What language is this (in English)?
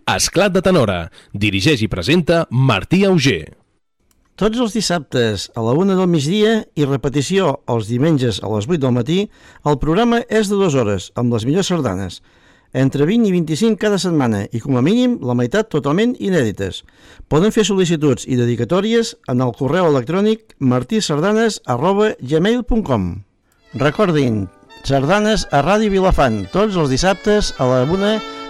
Catalan